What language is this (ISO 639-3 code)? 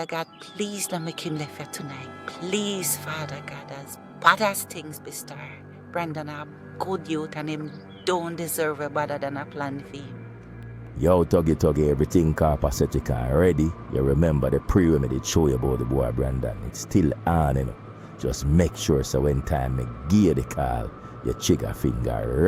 jam